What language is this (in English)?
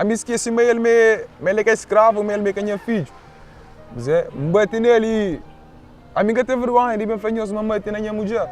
Kabuverdianu